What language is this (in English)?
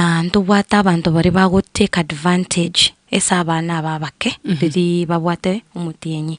Gusii